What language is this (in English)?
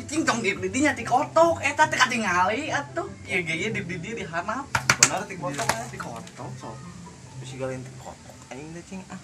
Sundanese